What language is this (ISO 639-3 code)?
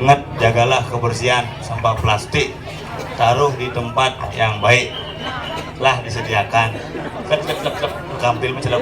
ban